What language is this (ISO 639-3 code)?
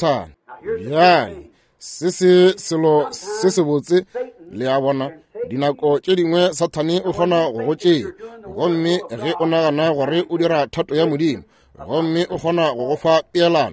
nso